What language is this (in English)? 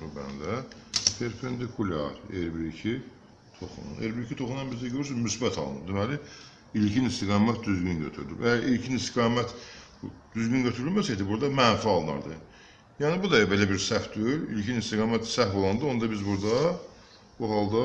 Azerbaijani